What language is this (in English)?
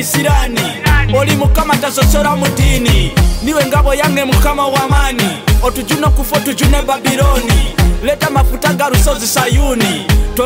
Nyoro